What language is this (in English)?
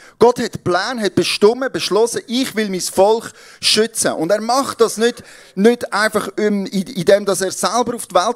Swiss German